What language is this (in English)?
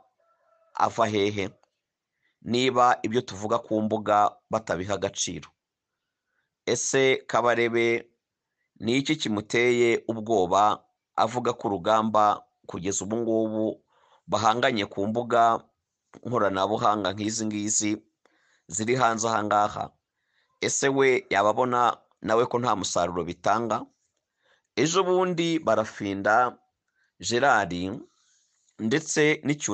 Kinyarwanda